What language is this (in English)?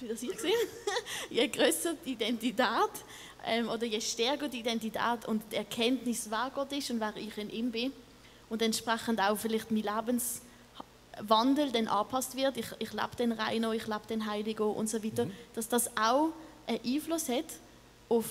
Swiss German